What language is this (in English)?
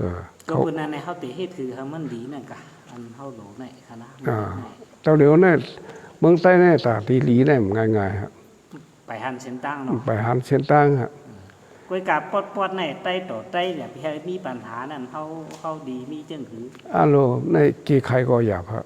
Shan